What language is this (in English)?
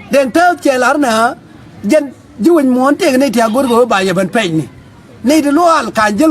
Nuer